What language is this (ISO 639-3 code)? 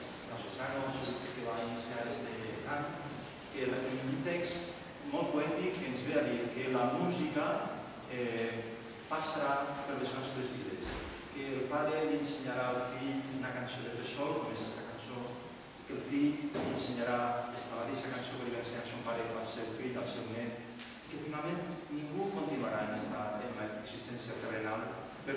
cat